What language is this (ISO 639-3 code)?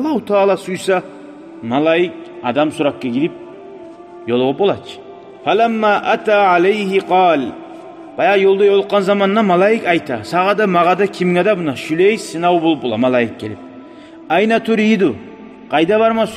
kum